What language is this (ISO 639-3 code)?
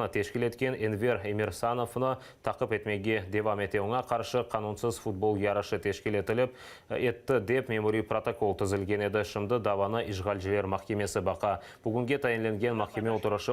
crh